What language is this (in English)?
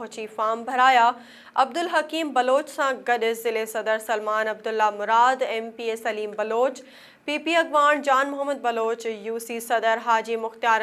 Sindhi